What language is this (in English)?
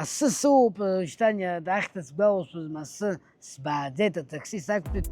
Abkhazian